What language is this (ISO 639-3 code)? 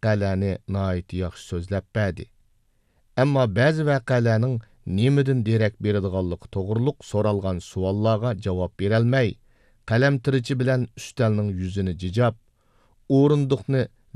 uig